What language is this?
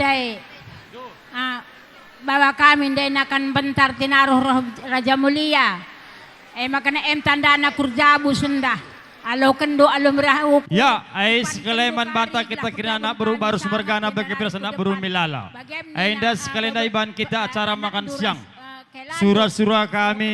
Batak Karo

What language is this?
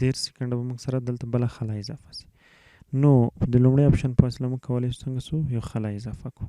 Pashto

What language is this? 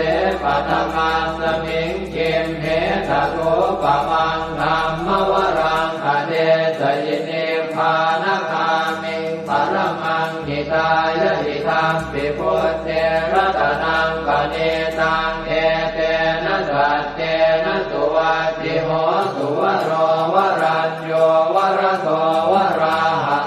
Pali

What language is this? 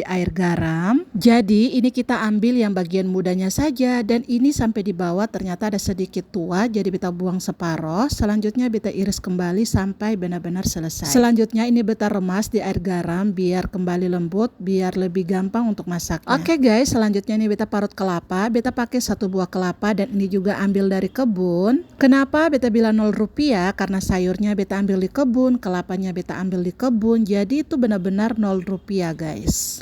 Ambonese Malay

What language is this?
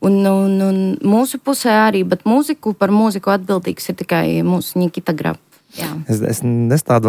Latvian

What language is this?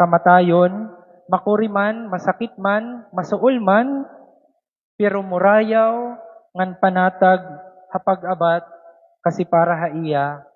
Waray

